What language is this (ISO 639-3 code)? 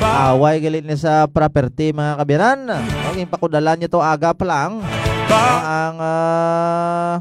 hil